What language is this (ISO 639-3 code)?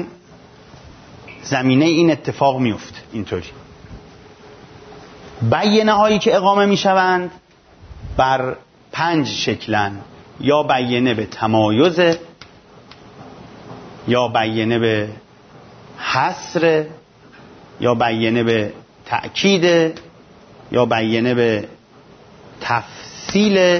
fas